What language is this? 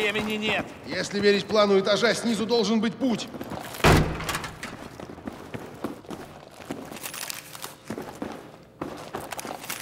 Russian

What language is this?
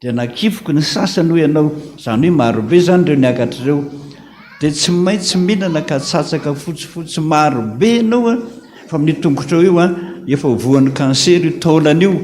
Malagasy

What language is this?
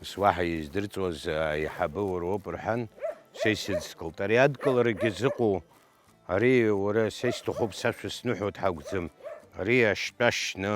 Abkhazian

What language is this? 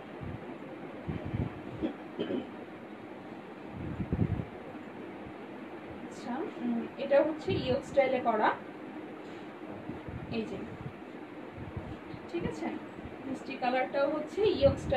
Bangla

